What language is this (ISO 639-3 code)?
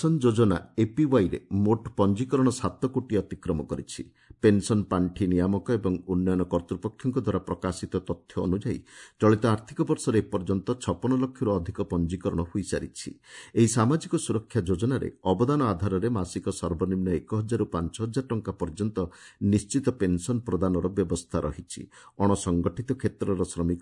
ori